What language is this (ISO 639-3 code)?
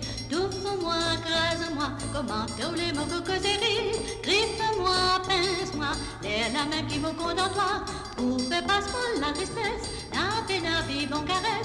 mfe